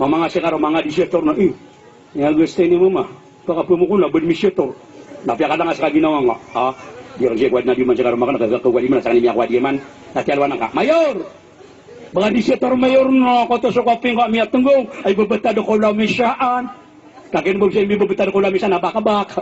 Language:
Maranao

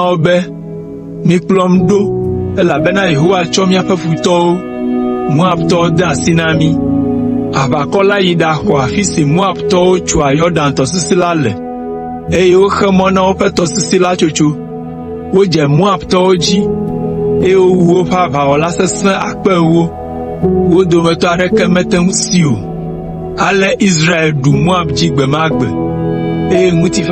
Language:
Ewe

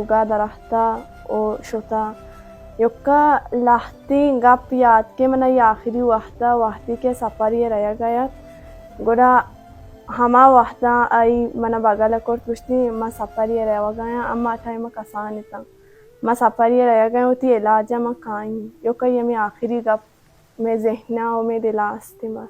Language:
Baluchi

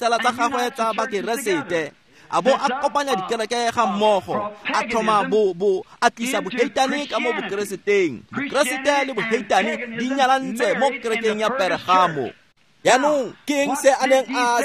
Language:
Tswana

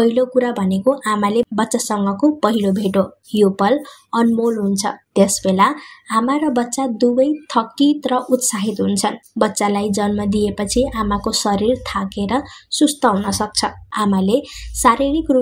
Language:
Nepali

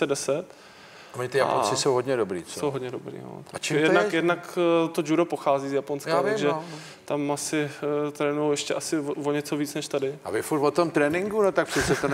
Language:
Czech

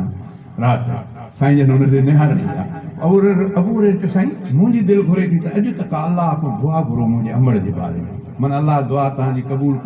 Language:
Sindhi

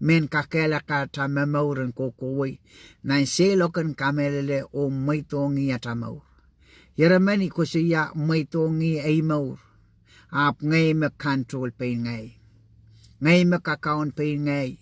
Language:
Pohnpeian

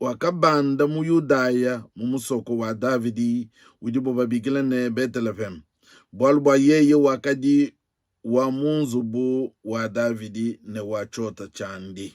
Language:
Luba-Lulua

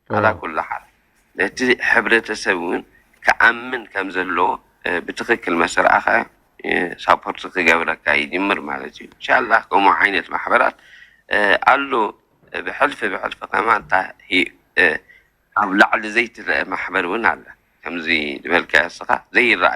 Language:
Tigrinya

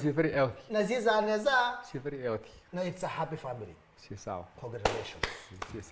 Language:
Kamba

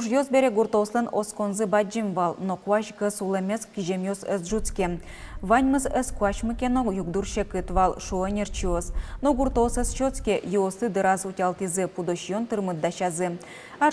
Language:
Udmurt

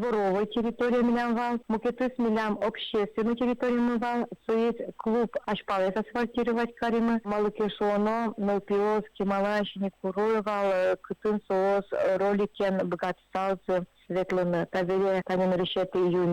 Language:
Udmurt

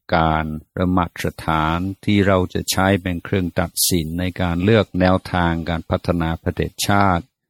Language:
Thai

